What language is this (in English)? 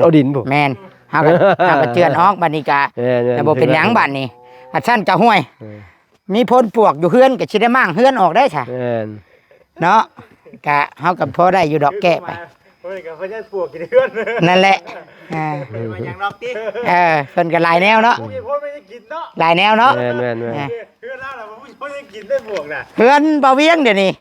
Northeastern Thai